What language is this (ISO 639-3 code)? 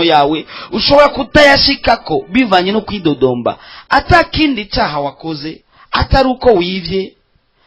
run